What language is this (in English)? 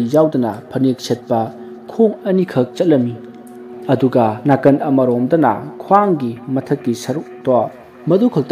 Manipuri